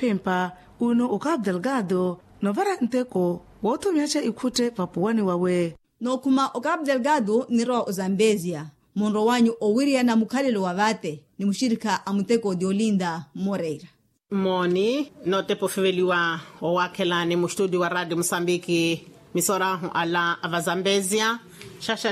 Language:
Makhuwa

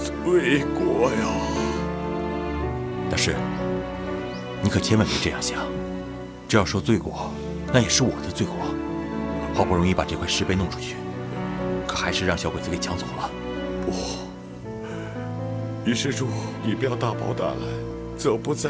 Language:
Chinese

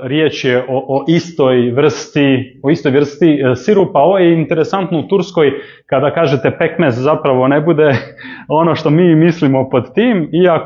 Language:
Croatian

